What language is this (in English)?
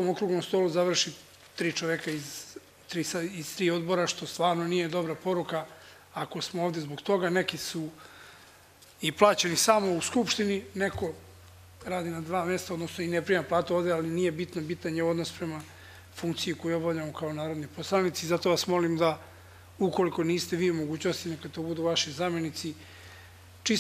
Serbian